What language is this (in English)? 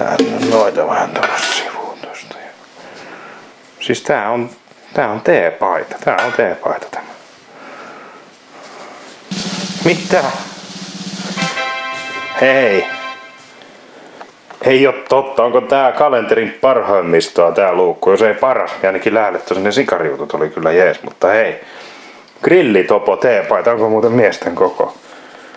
Finnish